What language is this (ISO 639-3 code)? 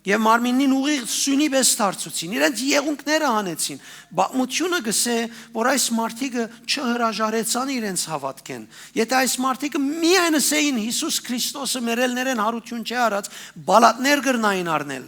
hyw